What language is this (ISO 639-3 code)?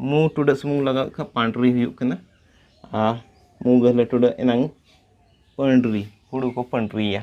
sat